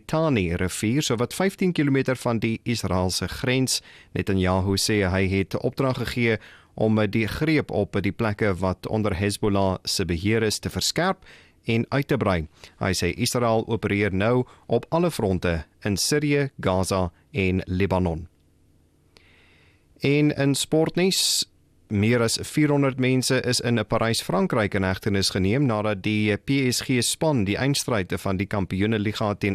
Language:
Afrikaans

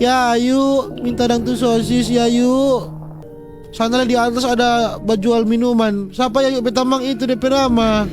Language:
Manado Malay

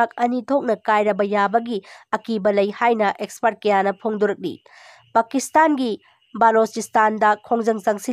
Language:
Manipuri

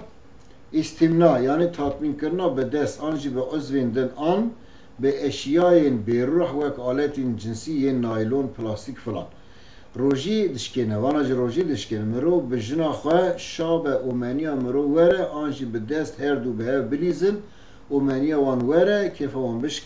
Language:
Kurdish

